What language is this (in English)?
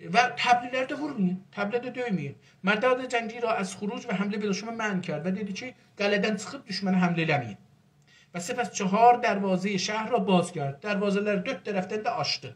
South Azerbaijani